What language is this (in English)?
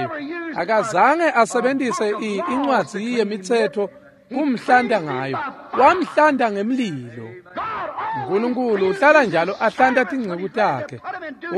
Swati